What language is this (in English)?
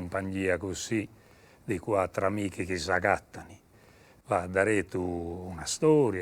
Sardinian